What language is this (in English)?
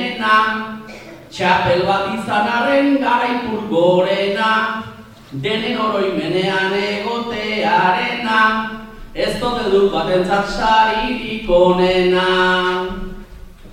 Basque